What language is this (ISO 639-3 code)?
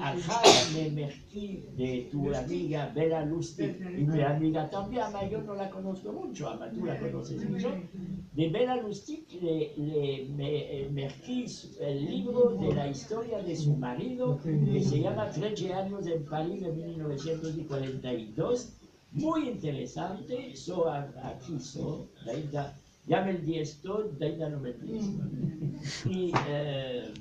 lad